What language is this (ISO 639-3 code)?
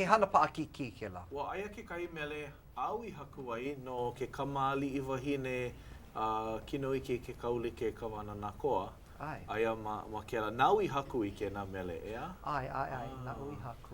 haw